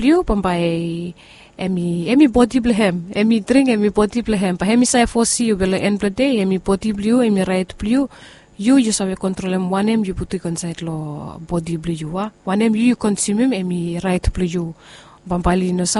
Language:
Bislama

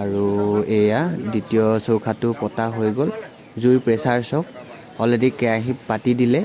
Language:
Assamese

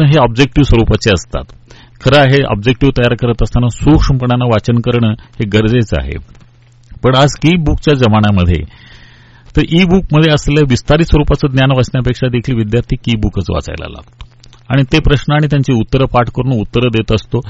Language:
Marathi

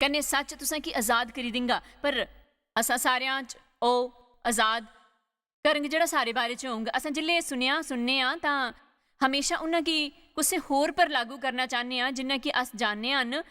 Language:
Dogri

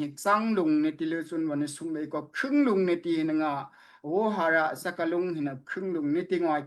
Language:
Daai Chin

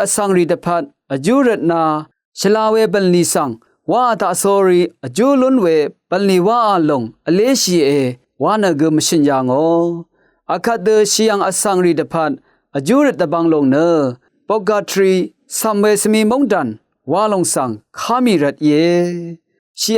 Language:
Rawang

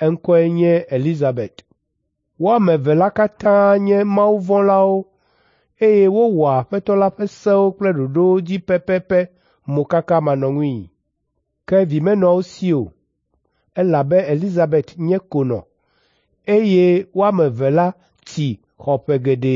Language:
Ewe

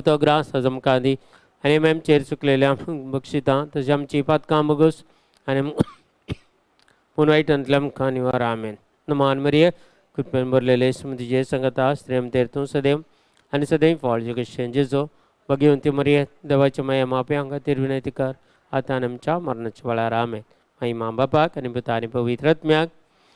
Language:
Konkani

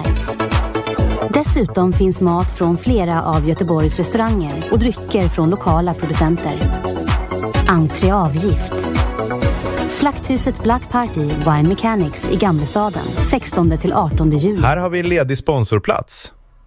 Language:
Swedish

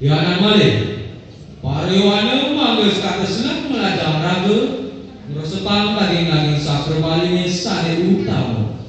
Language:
Balinese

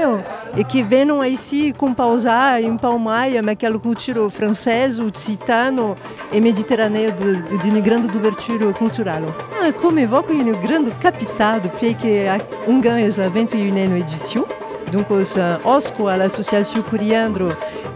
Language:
Occitan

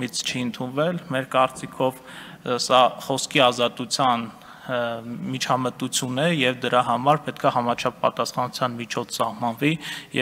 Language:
Armenian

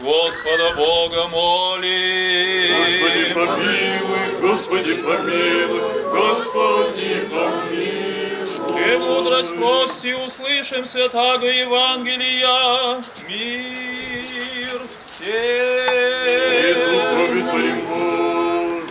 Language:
Gagauz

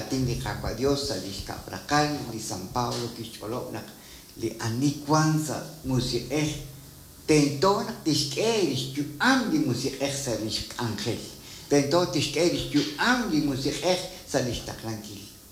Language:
Kekchí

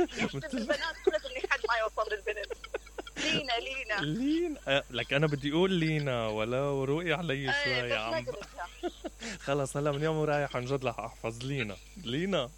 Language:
Mesopotamian Arabic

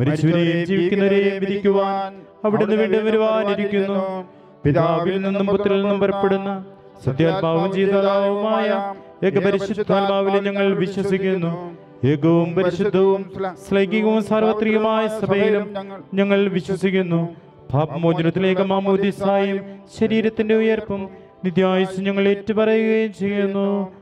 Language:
Malayalam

